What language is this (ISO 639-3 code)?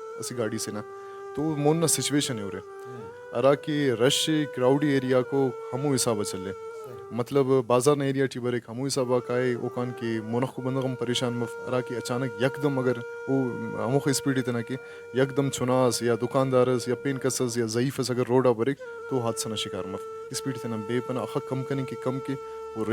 brh